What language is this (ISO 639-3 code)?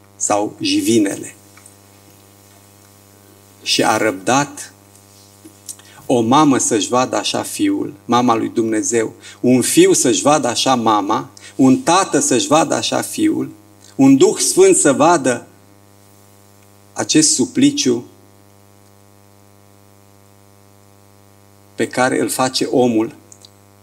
ron